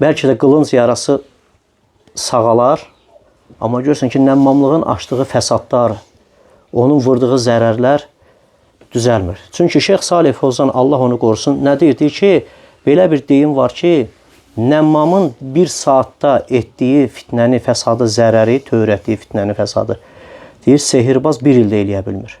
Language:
Azerbaijani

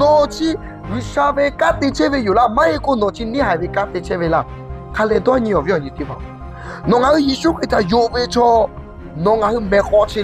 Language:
Lahu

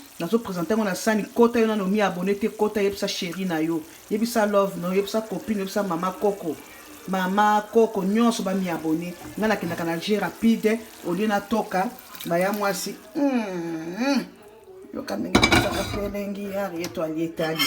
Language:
Lingala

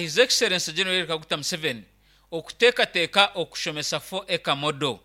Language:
Nyankole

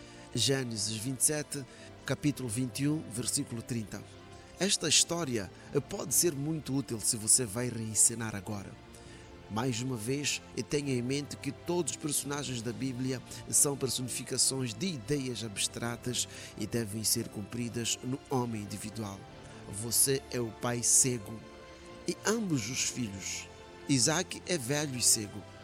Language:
Portuguese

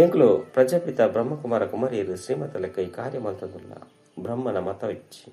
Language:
Tulu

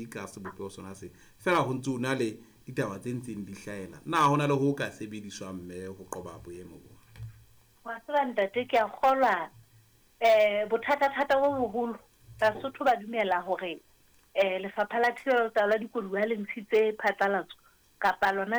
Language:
Southern Sotho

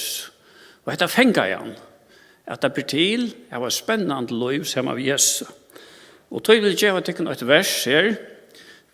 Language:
Faroese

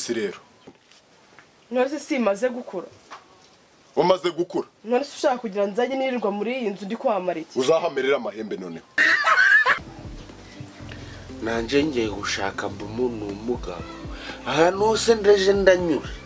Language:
Kinyarwanda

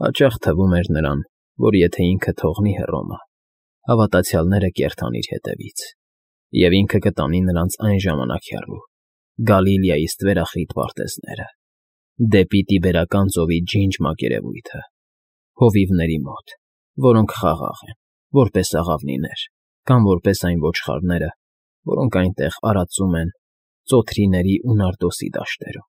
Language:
Armenian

